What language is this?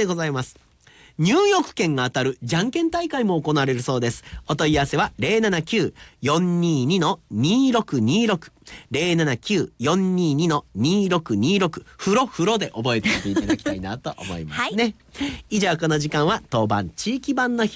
Japanese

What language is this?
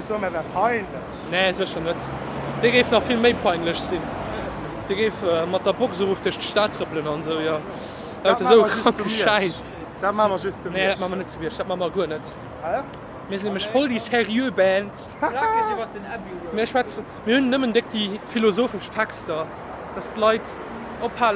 Luxembourgish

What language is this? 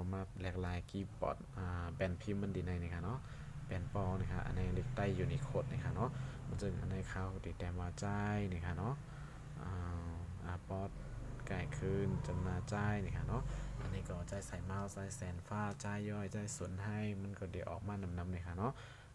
Shan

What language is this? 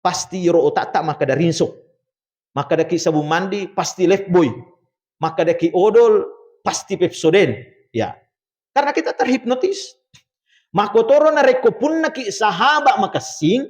Buginese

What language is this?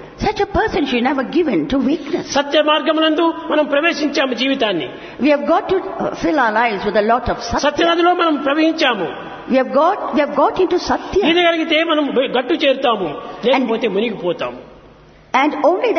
Telugu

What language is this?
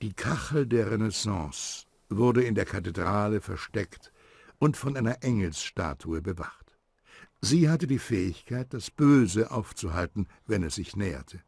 Bavarian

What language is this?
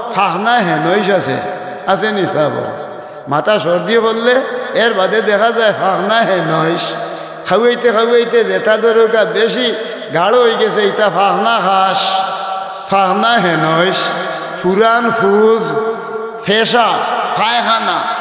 Sylheti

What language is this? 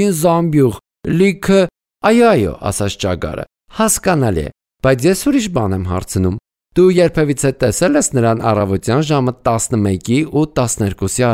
Armenian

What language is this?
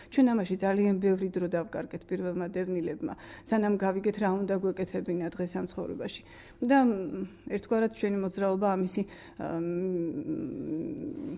Georgian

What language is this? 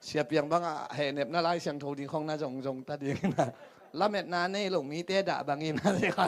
Tedim Chin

